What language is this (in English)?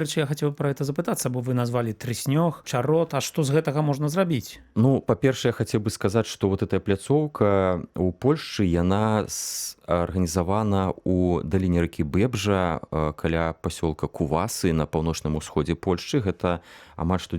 Belarusian